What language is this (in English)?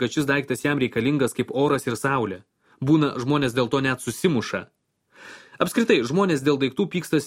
Lithuanian